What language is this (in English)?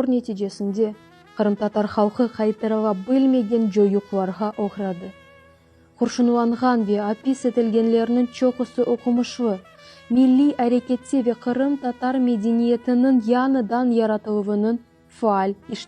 Crimean Tatar